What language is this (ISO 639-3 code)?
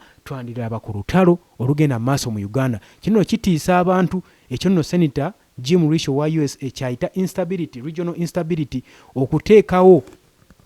lug